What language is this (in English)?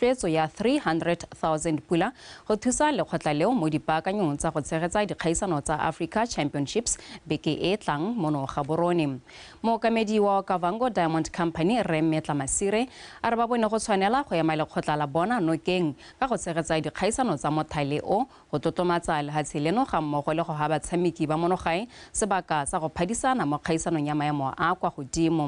Tswana